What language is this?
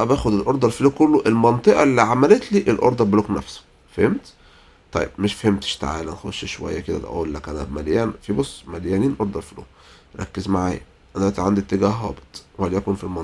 Egyptian Arabic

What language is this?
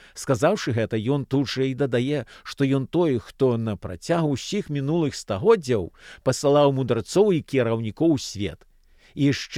Belarusian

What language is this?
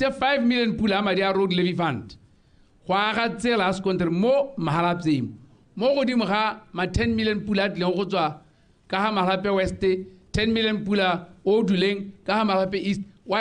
Tswana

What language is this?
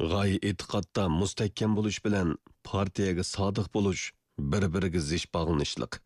Uyghur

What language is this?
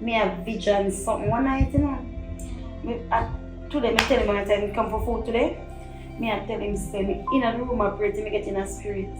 Jamaican Creole English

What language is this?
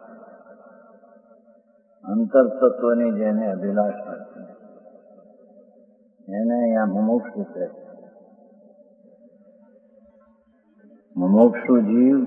Gujarati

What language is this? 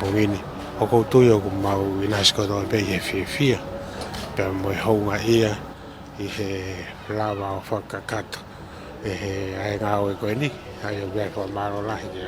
Tongan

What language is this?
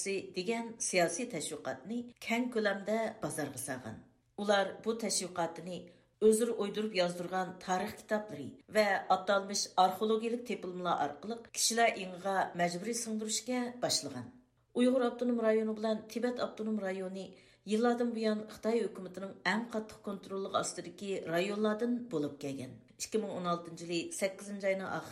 Uyghur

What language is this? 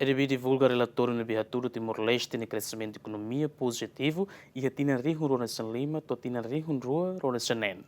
Tetum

